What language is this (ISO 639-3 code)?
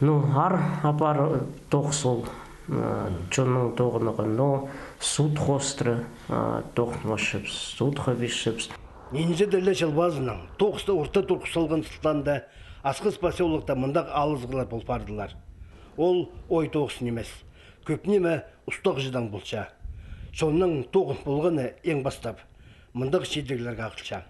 kjh